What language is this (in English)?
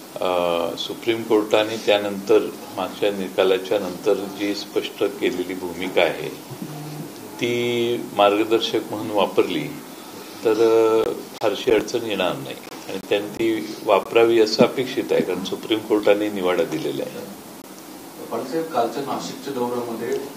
Marathi